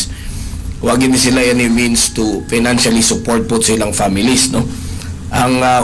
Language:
Cebuano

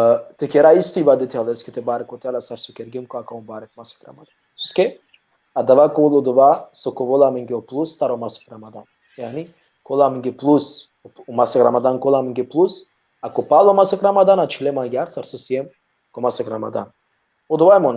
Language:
Balkan Romani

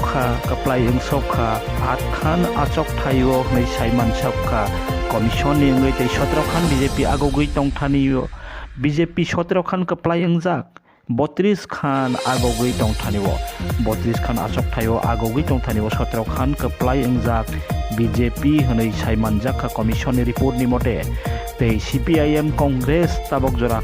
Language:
Kok Borok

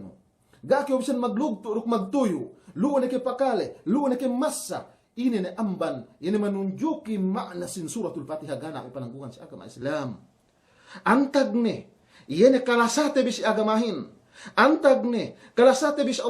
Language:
Yakan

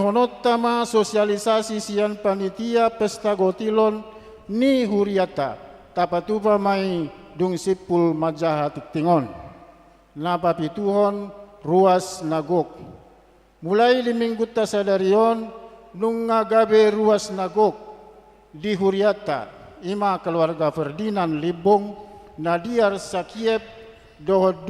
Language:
Batak Toba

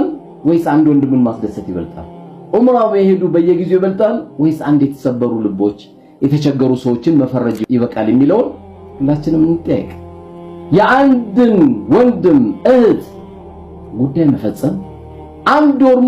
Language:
Amharic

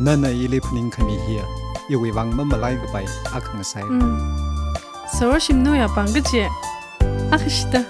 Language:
Tangkhul Naga (India)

